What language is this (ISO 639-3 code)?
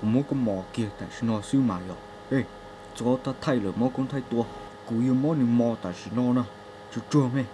hmn